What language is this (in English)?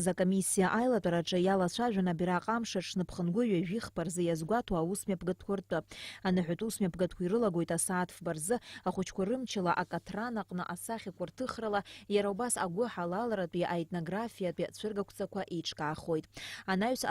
Abkhazian